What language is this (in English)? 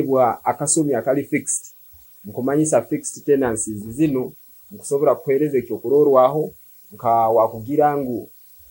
Nyoro